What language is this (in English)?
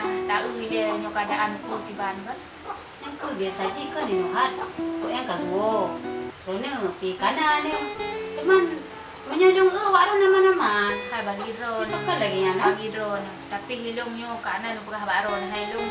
Achinese